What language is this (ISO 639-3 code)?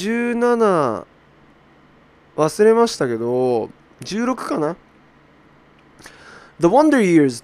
jpn